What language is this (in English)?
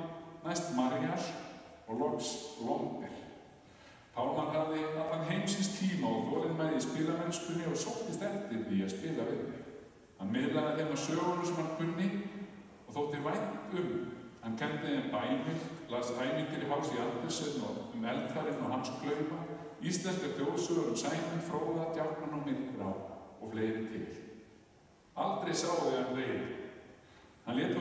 Icelandic